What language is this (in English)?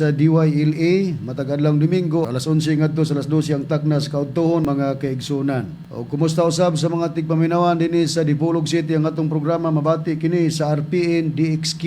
Cebuano